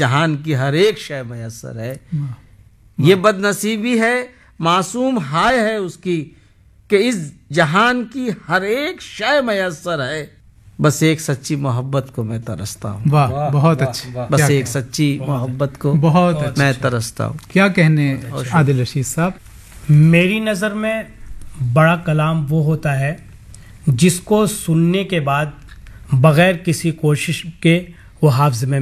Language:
Urdu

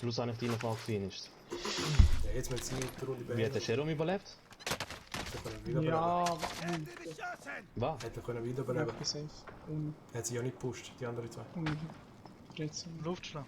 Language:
Swiss German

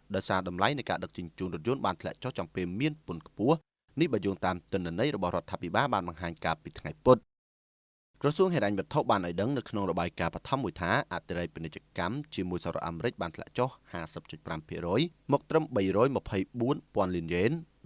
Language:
Khmer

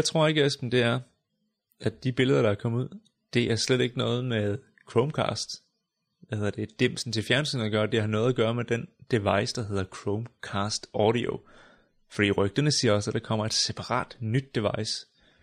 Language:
Danish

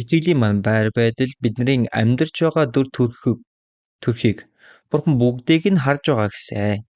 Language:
Mongolian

